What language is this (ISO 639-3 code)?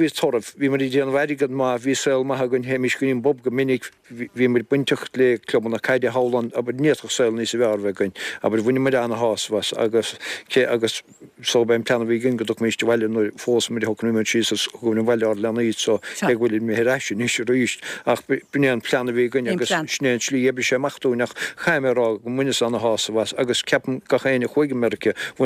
gle